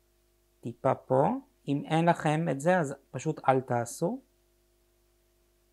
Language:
Hebrew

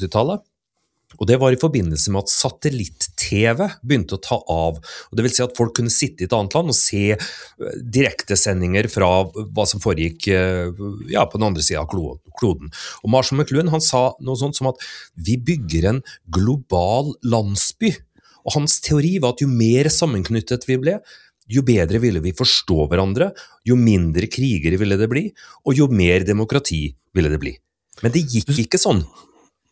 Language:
Norwegian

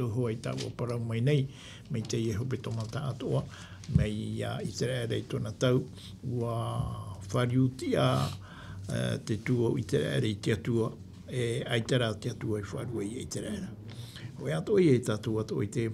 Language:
Tahitian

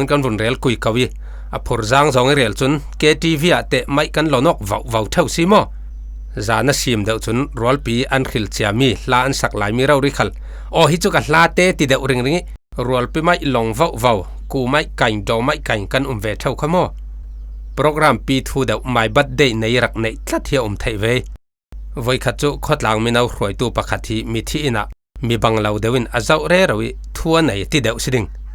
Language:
Falam Chin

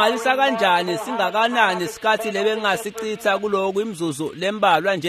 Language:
Swati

